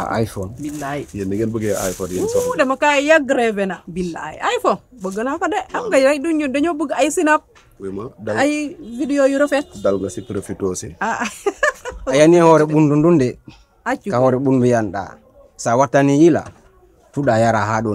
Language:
Pular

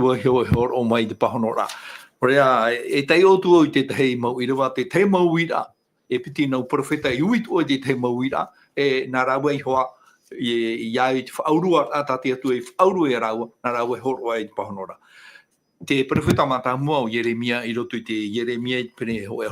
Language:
Tahitian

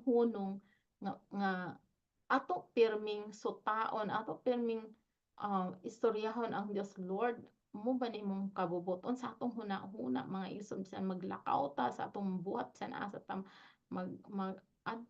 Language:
Cebuano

